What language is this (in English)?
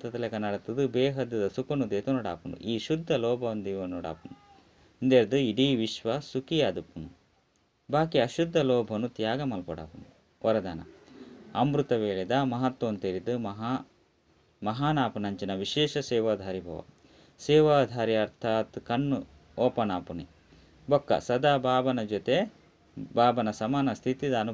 Tulu